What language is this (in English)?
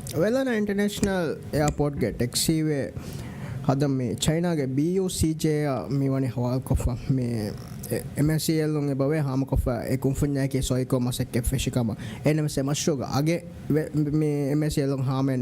Divehi